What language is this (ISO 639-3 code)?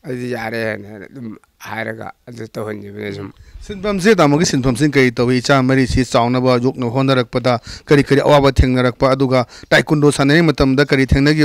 mni